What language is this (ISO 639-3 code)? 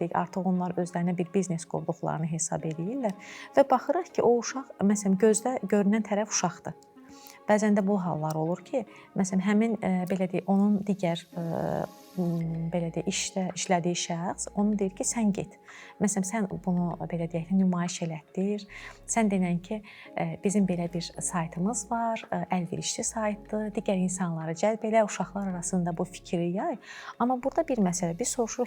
aze